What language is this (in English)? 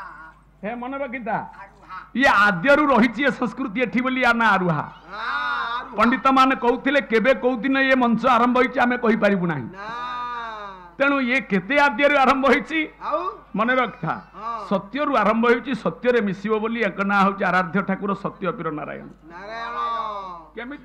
Odia